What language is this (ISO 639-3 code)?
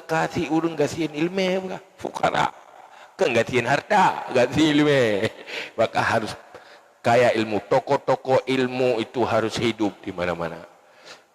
ace